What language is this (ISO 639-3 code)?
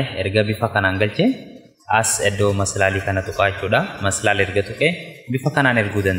orm